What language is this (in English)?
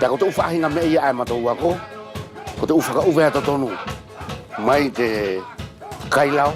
Wallisian